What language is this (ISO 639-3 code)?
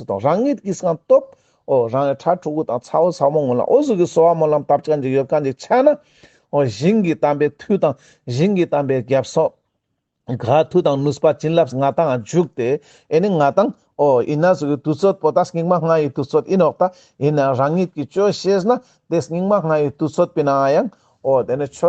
lbj